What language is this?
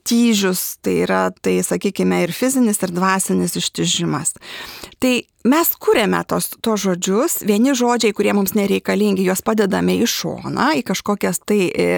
Lithuanian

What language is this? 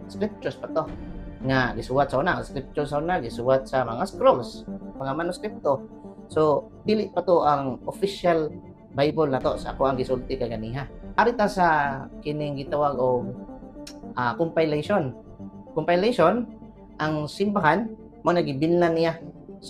Cebuano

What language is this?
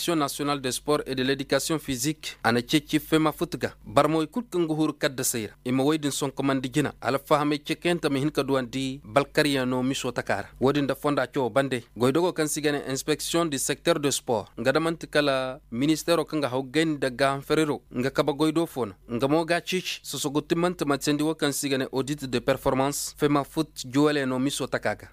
Koyraboro Senni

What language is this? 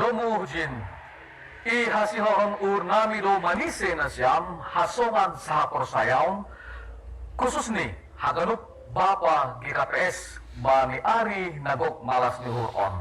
Batak Simalungun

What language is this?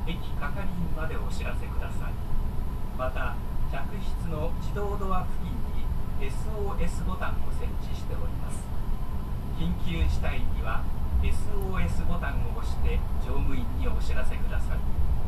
Japanese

